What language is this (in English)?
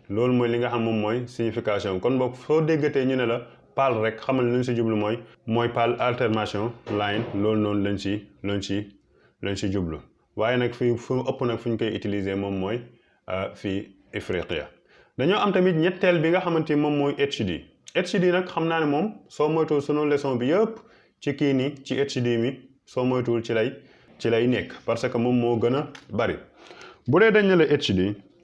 Wolof